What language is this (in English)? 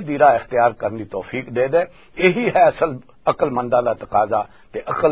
Western Panjabi